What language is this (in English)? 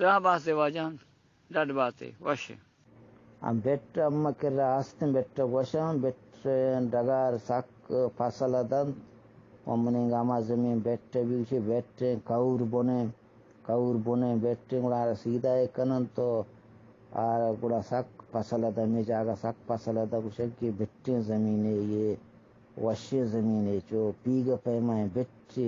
Eastern Balochi